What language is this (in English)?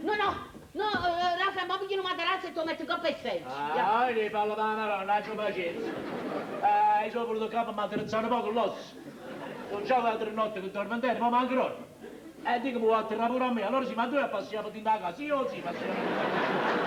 Neapolitan